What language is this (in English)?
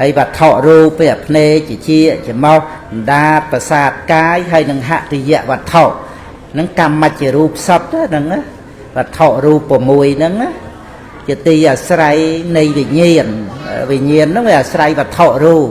Khmer